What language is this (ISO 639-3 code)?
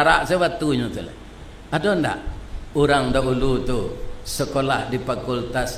min